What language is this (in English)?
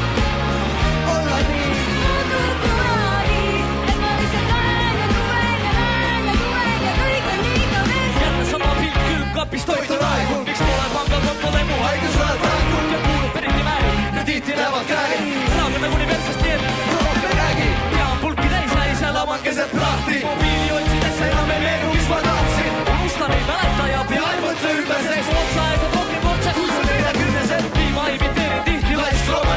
Estonian